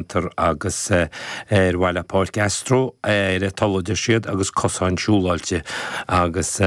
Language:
Irish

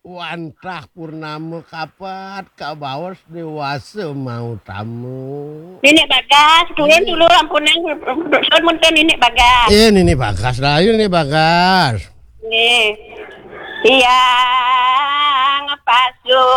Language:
Balinese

